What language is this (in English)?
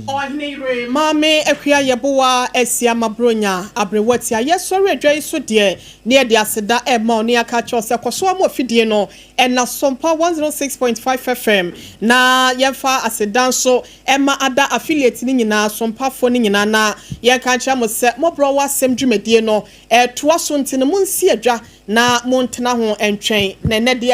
Akan